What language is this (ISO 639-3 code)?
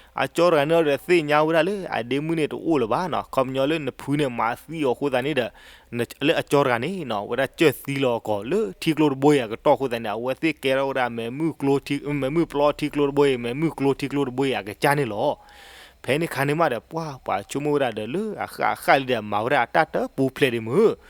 ksw